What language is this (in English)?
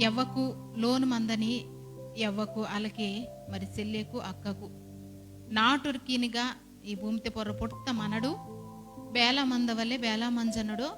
Koya